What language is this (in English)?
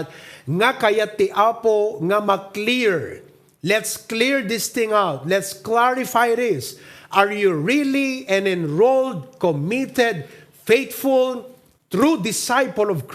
Iloko